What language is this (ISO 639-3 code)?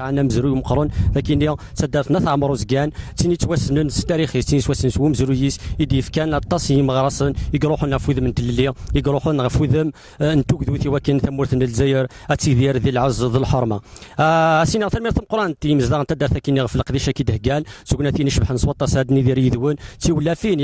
kab